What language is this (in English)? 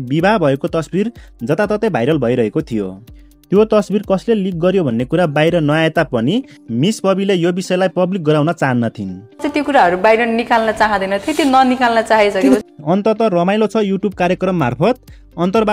Nepali